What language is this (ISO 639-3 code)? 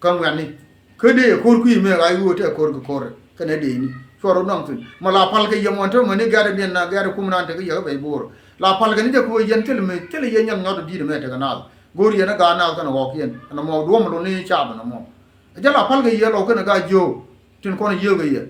nus